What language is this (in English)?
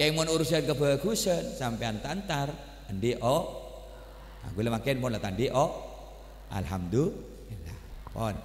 Madurese